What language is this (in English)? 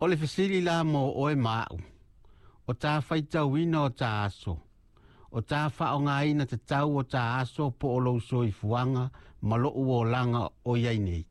Samoan